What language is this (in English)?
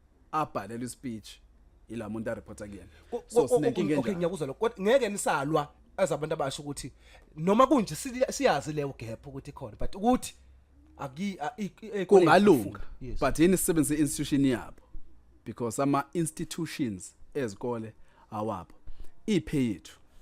Zulu